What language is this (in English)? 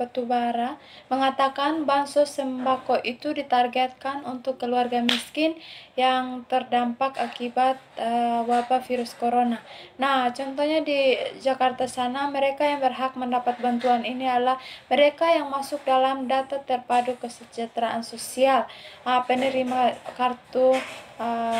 Indonesian